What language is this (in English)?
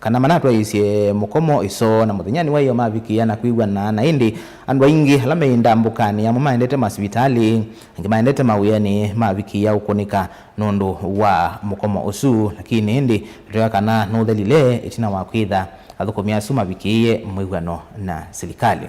Kamba